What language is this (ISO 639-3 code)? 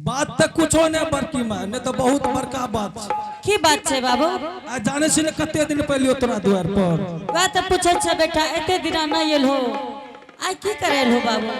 anp